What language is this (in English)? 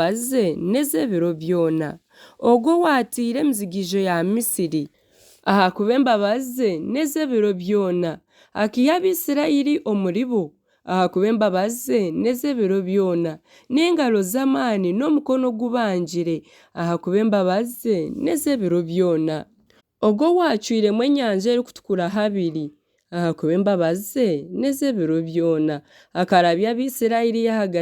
Nyankole